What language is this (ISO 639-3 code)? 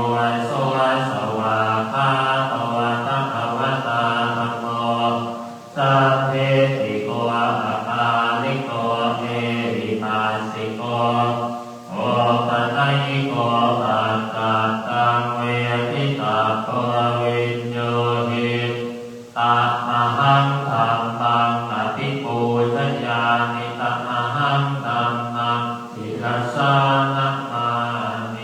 pli